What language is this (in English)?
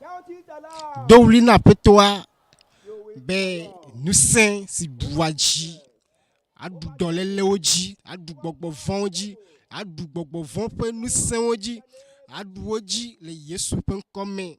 Ewe